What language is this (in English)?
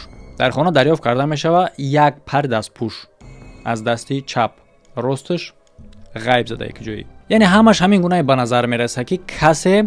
Tajik